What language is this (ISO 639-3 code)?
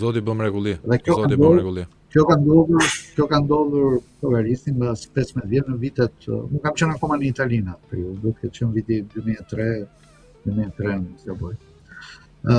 sqi